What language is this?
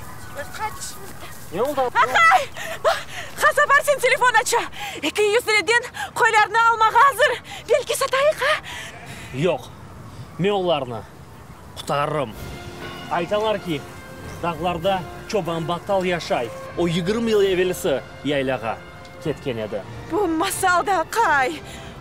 Crimean Tatar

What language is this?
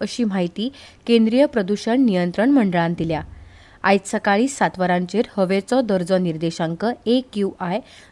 Konkani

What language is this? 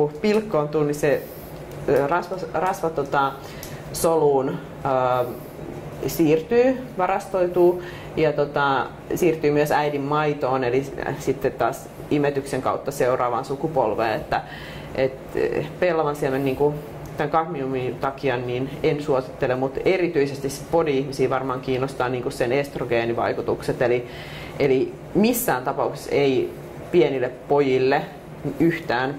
Finnish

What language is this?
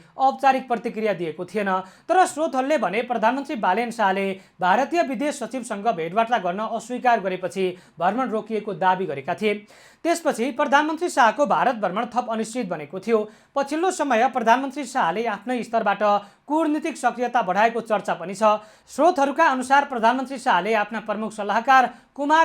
Nepali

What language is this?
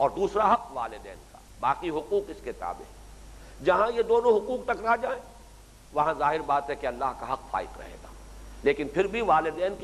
Urdu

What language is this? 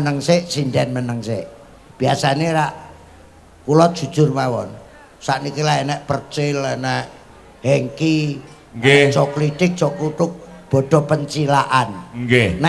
Javanese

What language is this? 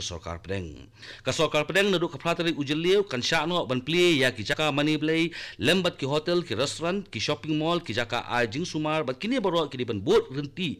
Khasi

